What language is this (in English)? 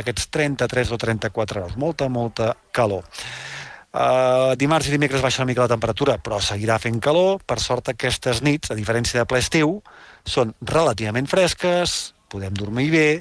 Catalan